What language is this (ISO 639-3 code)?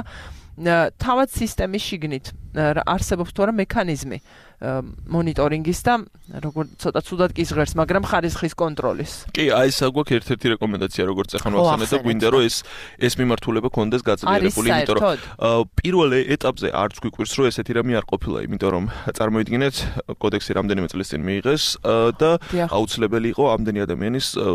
kat